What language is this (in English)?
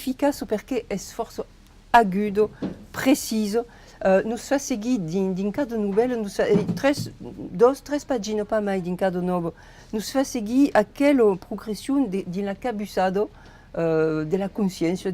Occitan